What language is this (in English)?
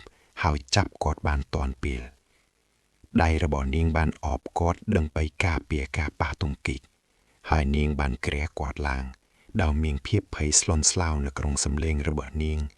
Khmer